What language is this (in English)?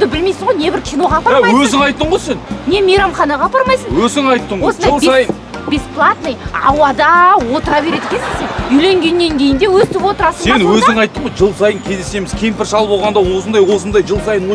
Kazakh